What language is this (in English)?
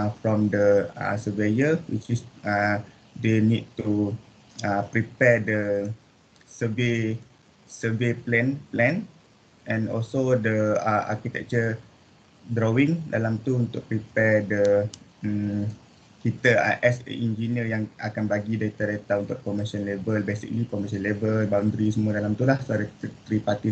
Malay